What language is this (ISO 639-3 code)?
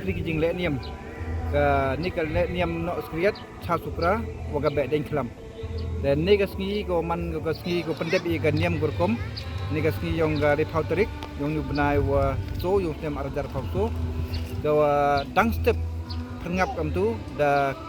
pbv